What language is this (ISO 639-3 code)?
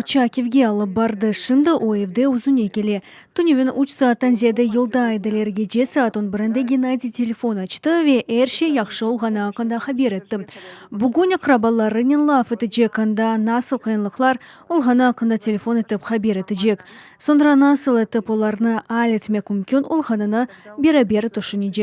crh